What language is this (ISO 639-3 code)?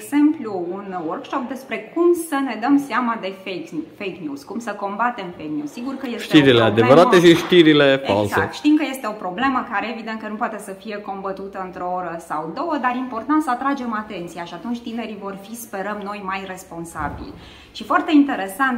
ron